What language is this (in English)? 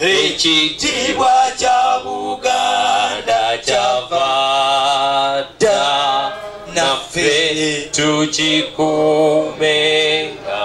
Ganda